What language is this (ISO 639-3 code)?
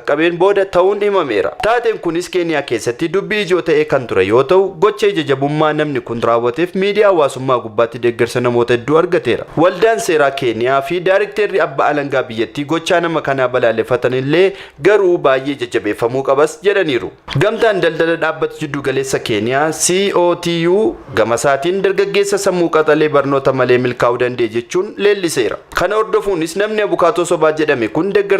orm